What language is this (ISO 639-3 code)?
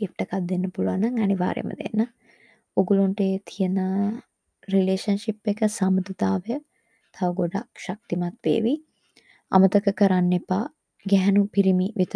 sin